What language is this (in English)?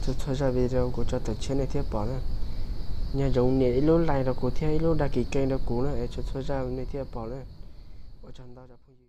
Hmong